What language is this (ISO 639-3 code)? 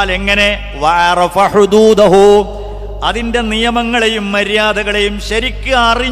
mal